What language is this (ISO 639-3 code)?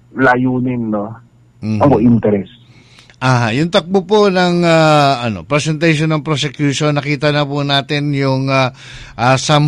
ceb